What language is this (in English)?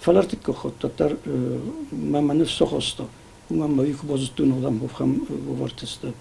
Ossetic